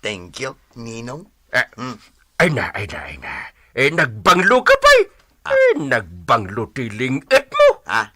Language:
Iloko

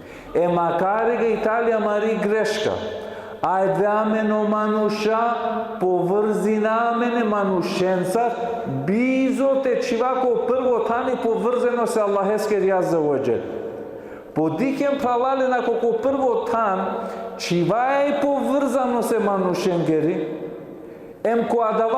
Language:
Balkan Romani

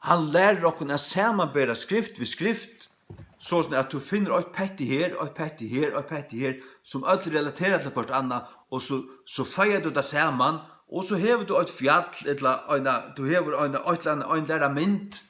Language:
Faroese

